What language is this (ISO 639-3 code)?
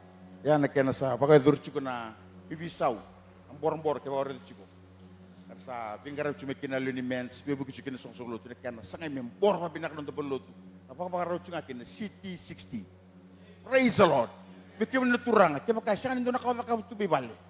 fij